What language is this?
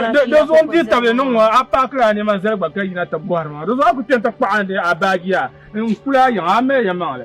Dagbani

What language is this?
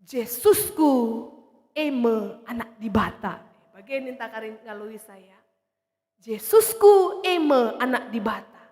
Batak Karo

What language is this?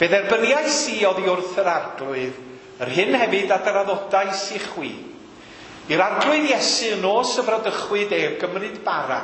Welsh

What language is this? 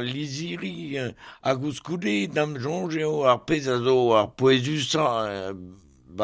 Breton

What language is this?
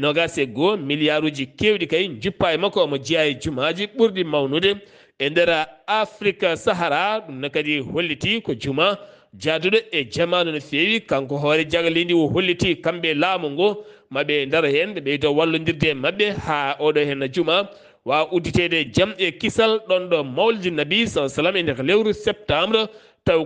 Fula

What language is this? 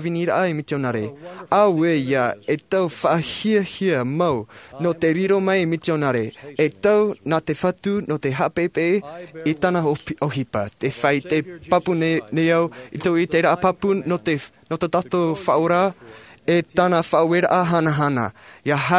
Tahitian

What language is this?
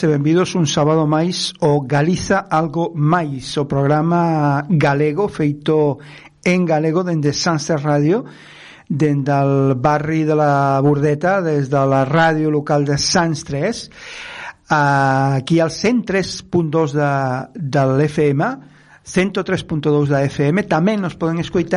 Galician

